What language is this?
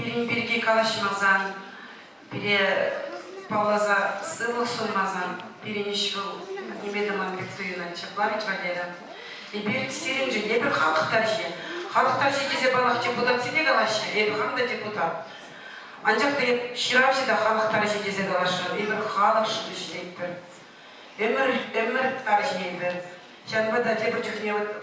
Chuvash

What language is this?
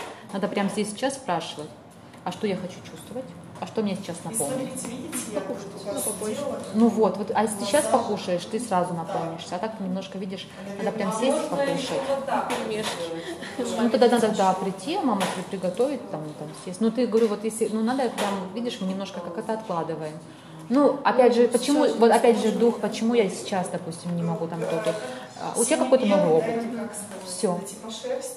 Russian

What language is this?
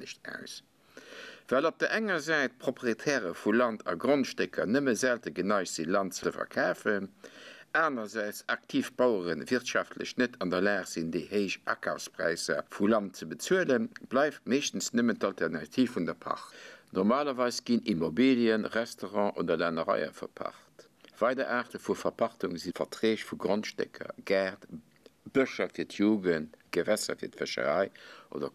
Luxembourgish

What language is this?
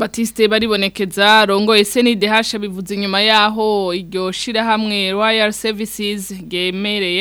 Rundi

